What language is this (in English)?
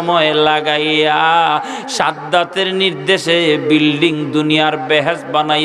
Sylheti